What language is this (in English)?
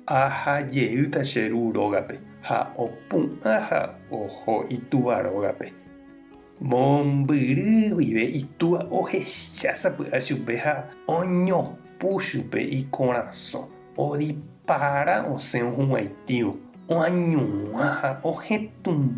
Guarani